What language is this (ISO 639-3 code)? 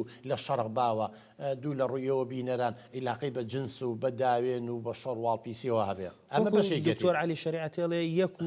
ckb